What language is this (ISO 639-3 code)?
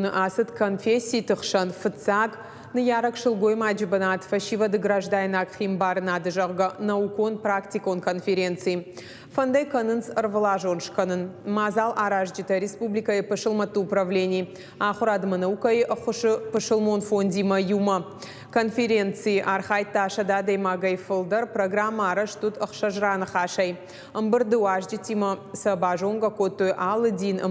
oss